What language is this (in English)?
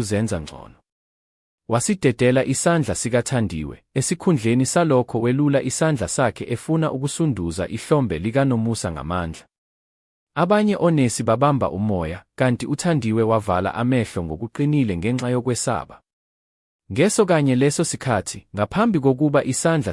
Zulu